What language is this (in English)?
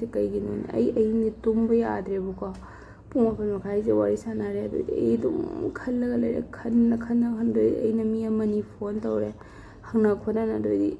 Manipuri